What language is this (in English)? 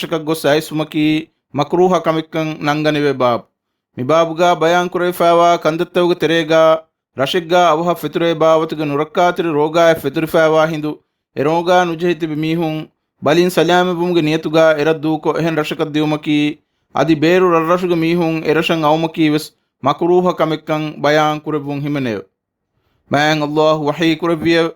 Divehi